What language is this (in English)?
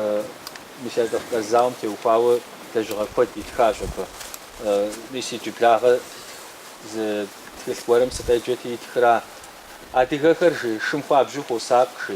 Kabardian